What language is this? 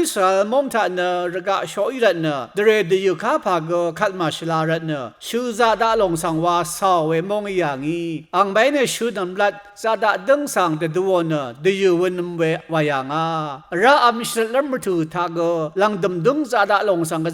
Rawang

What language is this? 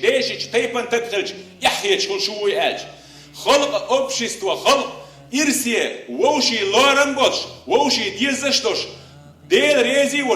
Chechen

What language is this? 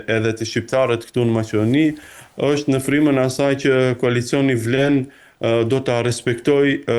Albanian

